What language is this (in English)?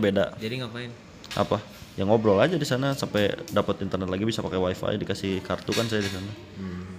Indonesian